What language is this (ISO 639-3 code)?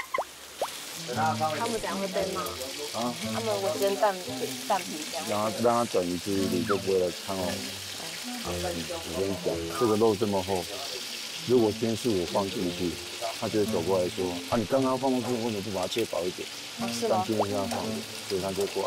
zho